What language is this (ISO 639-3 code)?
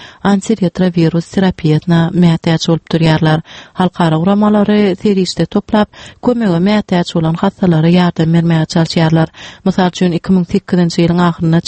tuk